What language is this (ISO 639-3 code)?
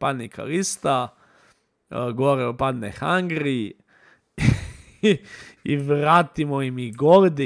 hrv